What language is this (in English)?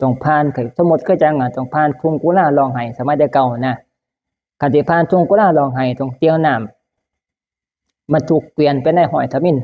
Northeastern Thai